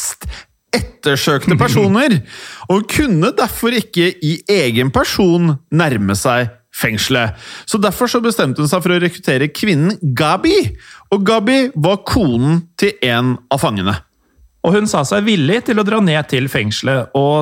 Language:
Norwegian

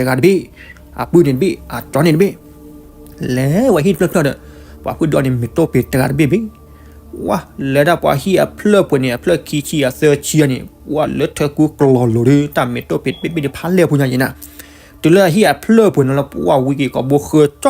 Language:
S'gaw Karen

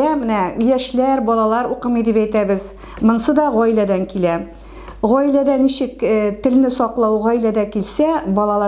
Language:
Tatar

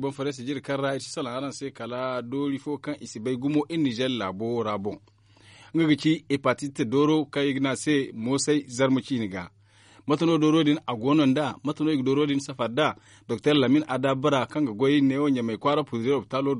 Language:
Zarma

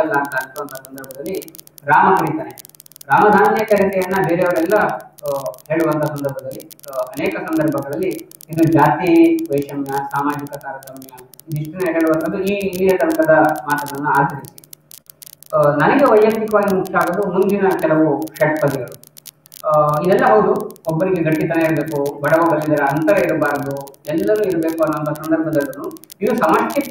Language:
Kannada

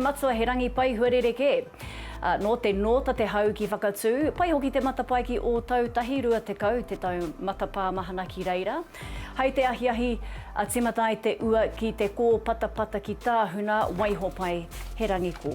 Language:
Māori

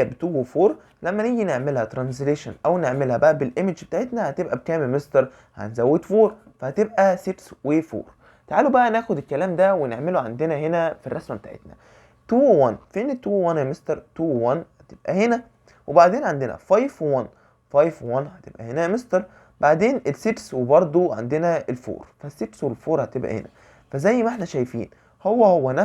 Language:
Egyptian Arabic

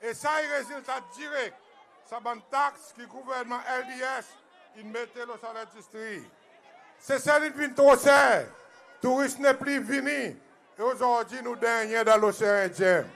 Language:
Seselwa Creole French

